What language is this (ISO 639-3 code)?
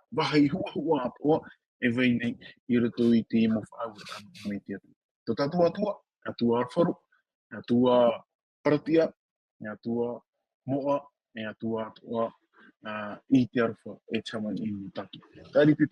tah